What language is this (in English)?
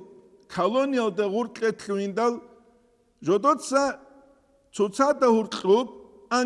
Avaric